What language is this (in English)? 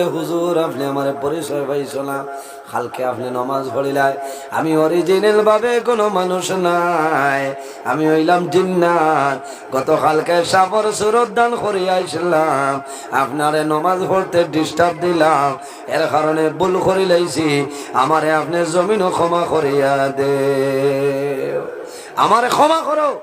Sylheti